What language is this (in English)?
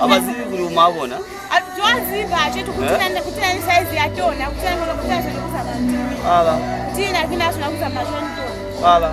Lozi